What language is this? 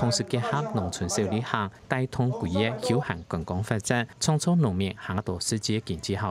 Hakka Chinese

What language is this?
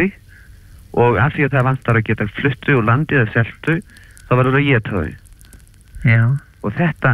Icelandic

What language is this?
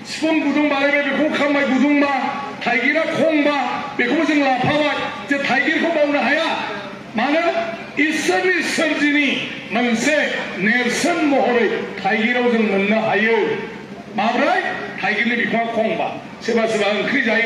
Bodo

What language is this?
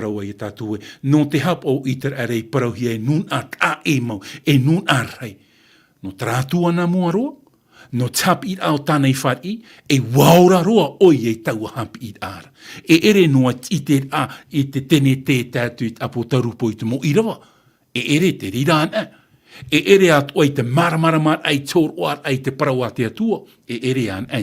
Tahitian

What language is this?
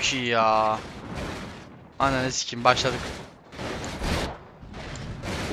Turkish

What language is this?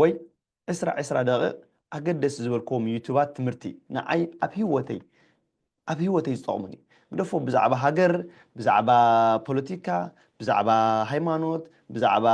Tigrinya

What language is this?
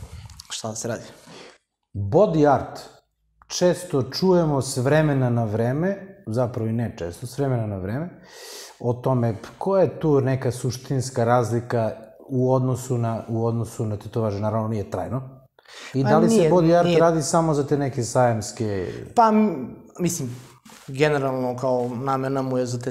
Serbian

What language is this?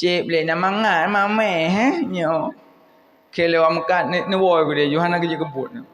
Achinese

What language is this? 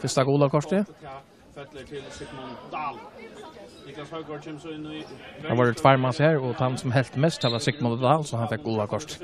Faroese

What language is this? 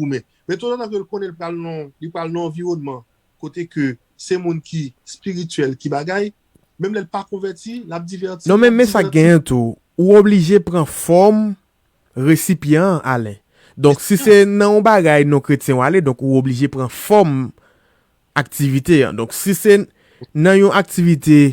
Haitian Creole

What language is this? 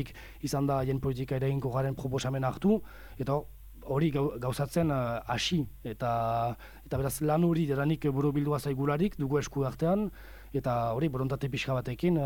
Basque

